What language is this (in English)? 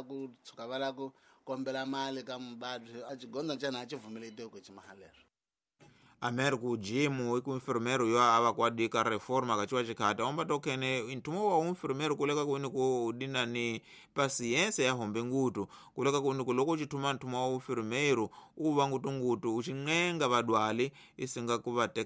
Tsonga